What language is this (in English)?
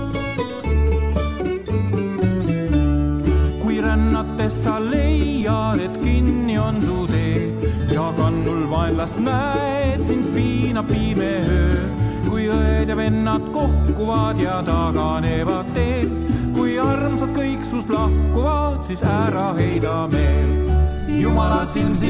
Estonian